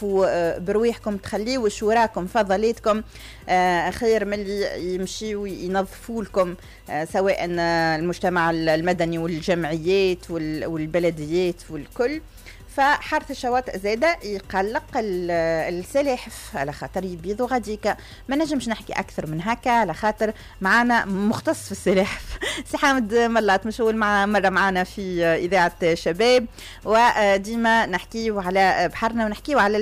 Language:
Tunisian Arabic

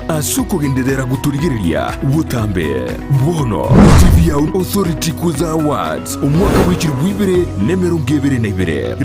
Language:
Gusii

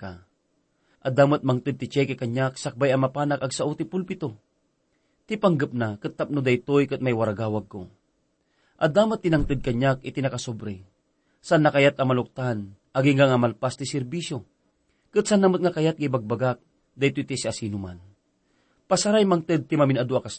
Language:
Iloko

